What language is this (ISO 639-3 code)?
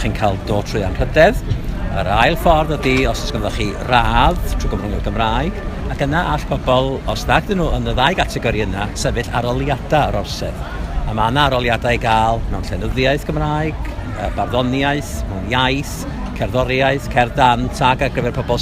cym